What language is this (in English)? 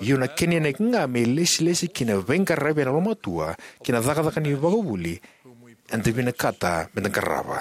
Fijian